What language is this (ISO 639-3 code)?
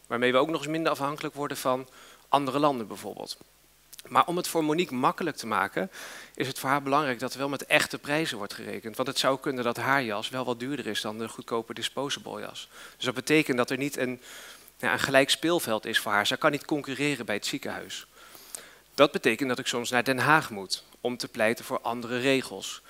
nld